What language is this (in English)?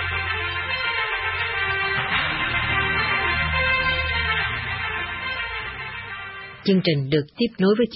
Vietnamese